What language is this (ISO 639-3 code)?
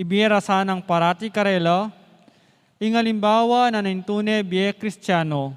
pam